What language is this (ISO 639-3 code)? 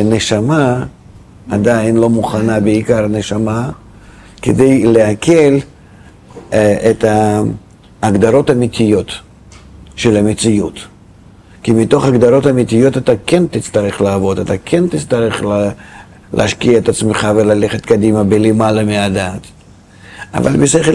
heb